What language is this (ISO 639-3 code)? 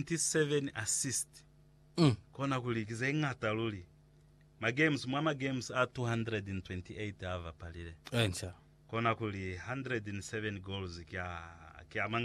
loz